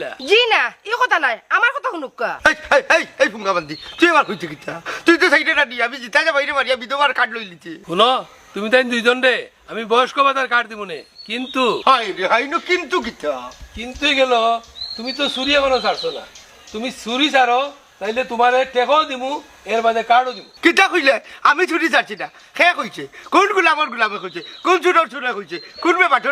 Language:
Sylheti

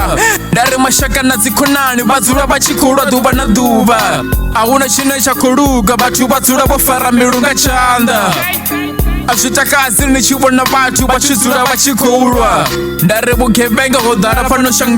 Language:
Venda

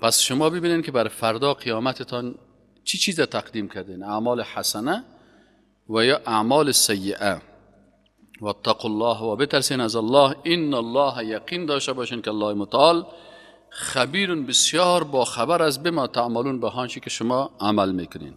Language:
Persian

